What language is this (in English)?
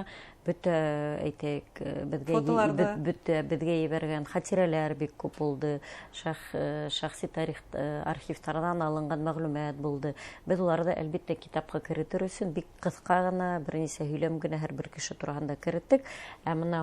Bashkir